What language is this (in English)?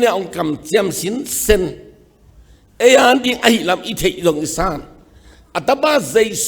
Tedim Chin